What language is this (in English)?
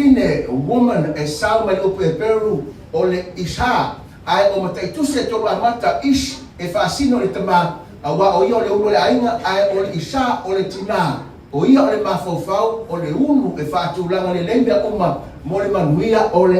Samoan